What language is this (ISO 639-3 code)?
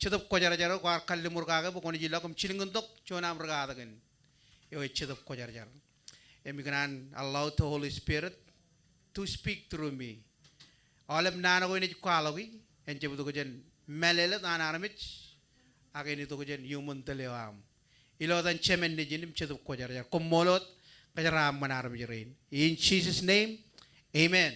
mah